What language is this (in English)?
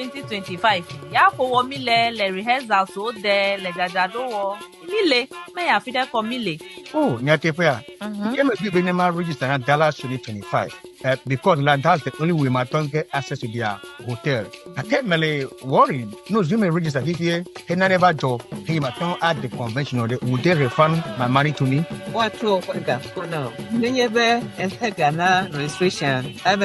Ewe